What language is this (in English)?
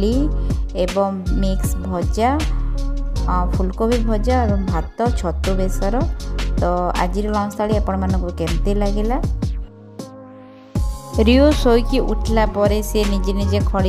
Odia